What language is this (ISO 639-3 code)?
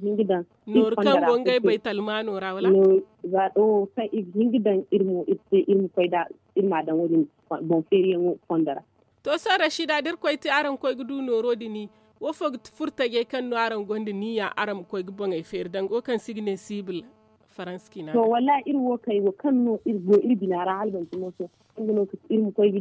dje